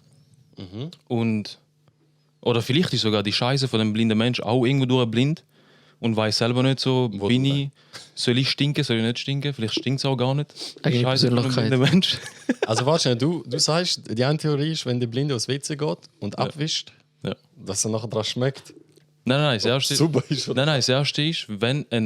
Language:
Swiss German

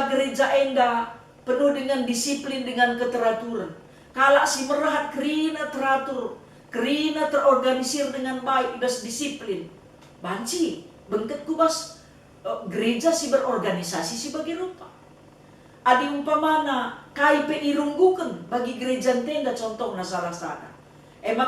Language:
Batak Karo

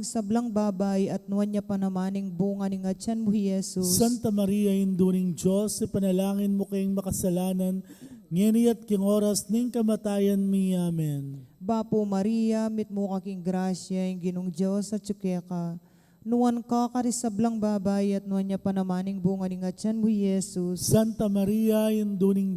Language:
Pampanga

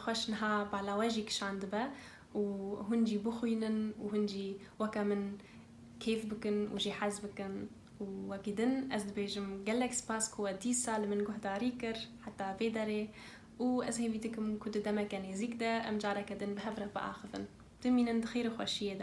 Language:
Kurdish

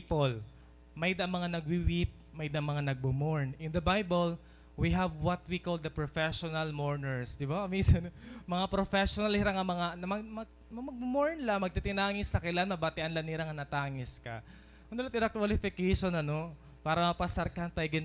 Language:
Waray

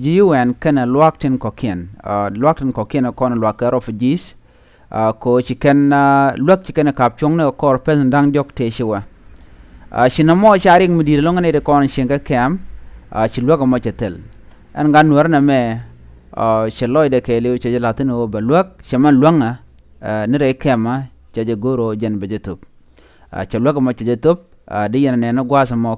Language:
Nuer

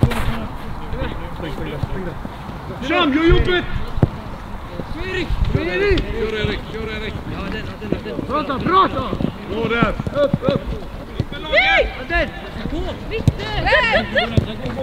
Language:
Swedish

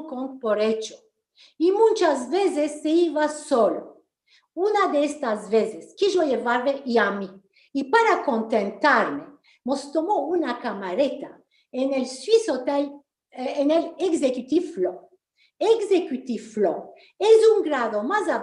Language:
Ladino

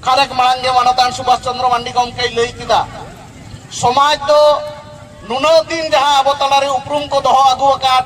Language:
Santali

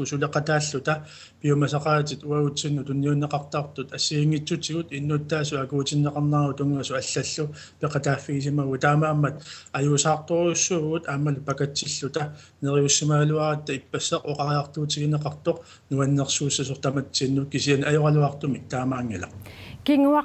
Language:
Kalaallisut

